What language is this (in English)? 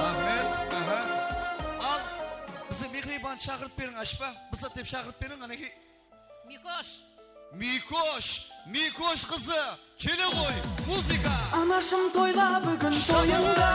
Kara-Kalpak